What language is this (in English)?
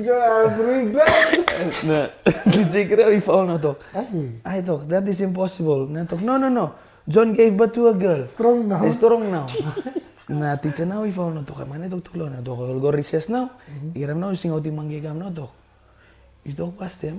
Tok Pisin